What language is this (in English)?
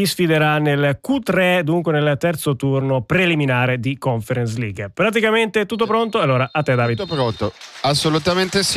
Italian